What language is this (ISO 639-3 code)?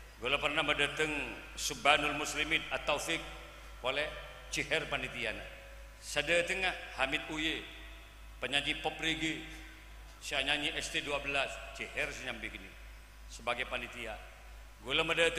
mad